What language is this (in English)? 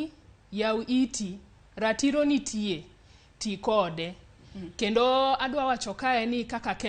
Luo (Kenya and Tanzania)